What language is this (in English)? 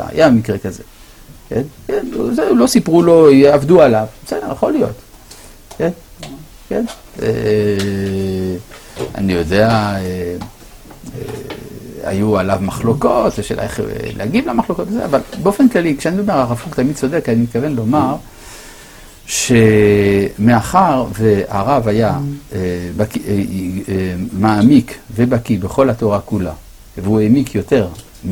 Hebrew